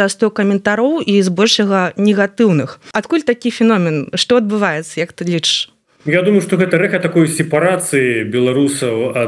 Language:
Belarusian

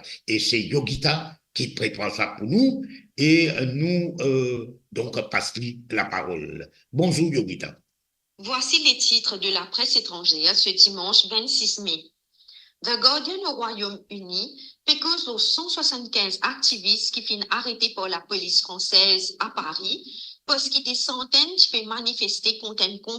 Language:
Morisyen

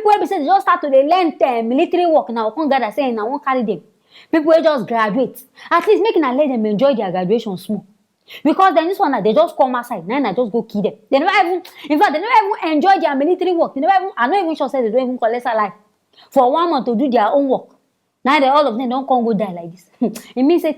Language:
Nigerian Pidgin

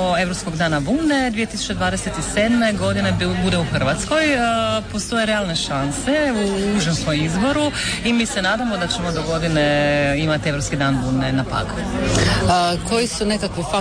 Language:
Croatian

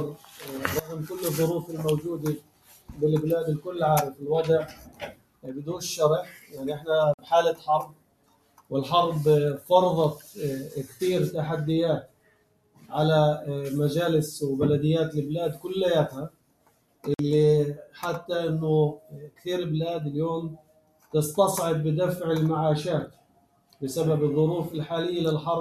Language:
North Levantine Arabic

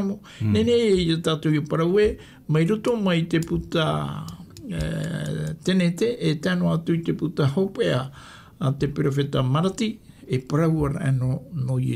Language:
Tahitian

